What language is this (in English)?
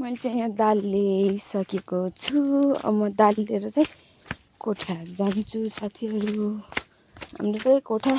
Nepali